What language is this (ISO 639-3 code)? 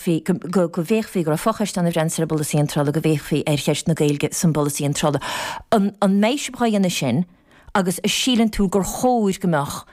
gle